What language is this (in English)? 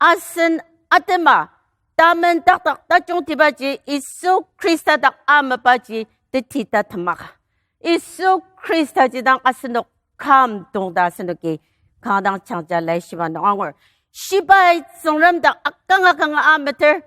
Ao Naga